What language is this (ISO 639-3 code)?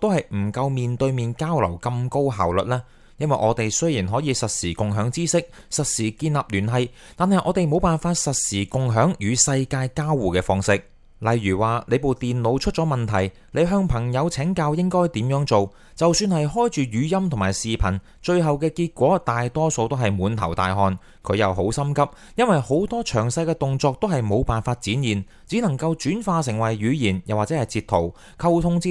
yue